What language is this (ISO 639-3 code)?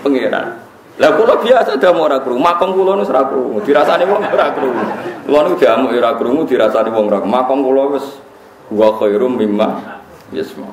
jav